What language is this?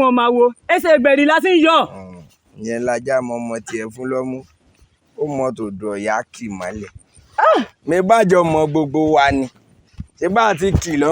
Yoruba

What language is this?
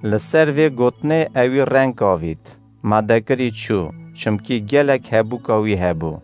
Kurdish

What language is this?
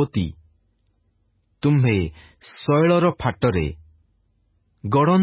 Odia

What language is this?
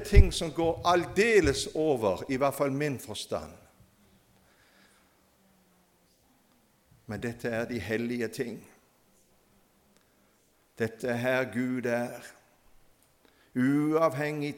Norwegian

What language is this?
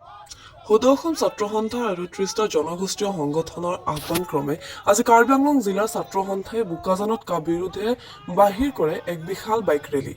Assamese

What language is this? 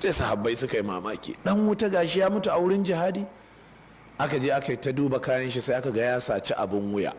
Hausa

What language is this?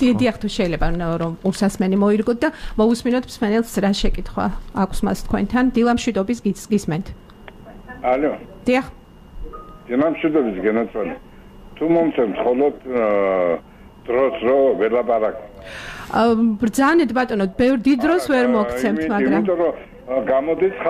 Georgian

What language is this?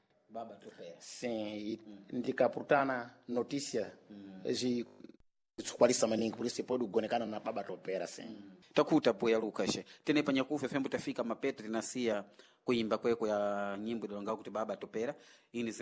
Sena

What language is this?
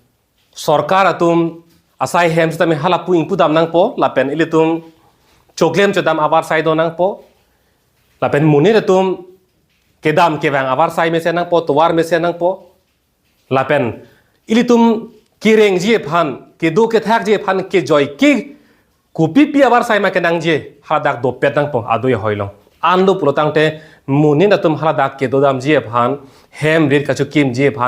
Karbi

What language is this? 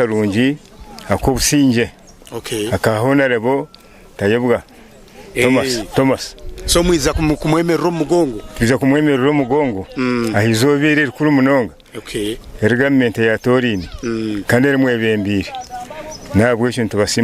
Nyankole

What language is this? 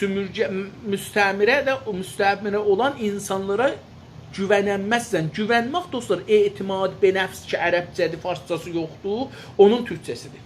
South Azerbaijani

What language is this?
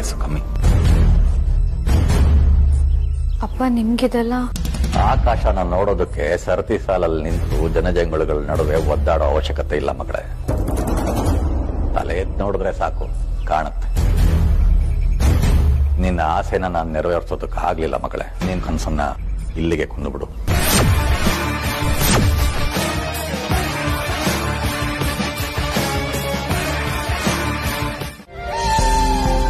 Kannada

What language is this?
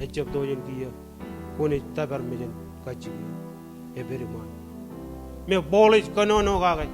Marshallese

